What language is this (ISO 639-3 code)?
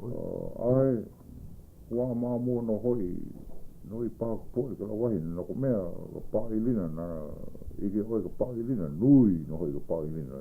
haw